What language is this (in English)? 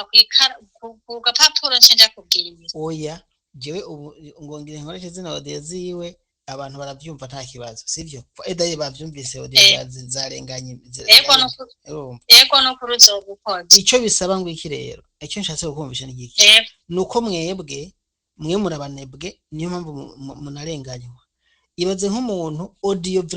Rundi